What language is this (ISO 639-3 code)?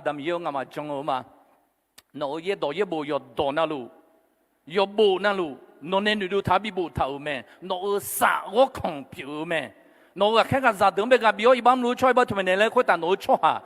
ahk